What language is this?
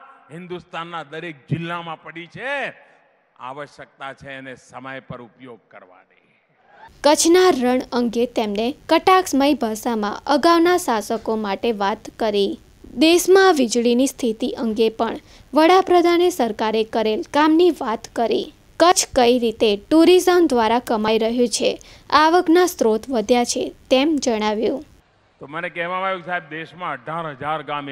Gujarati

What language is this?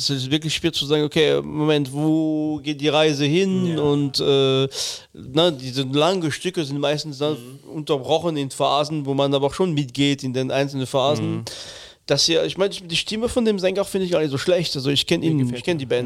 German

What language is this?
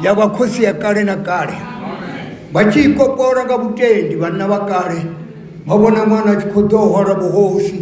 Venda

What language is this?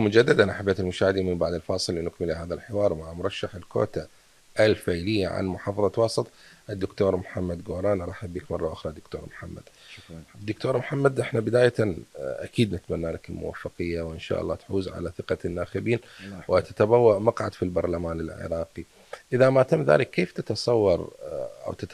Mesopotamian Arabic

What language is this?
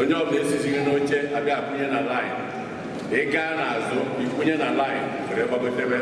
Igbo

